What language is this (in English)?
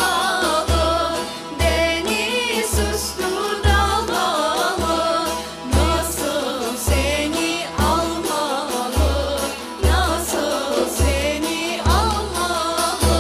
Crimean Tatar